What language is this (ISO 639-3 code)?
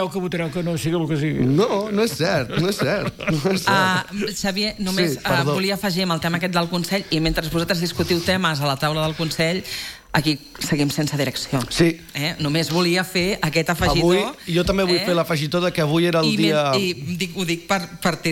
cat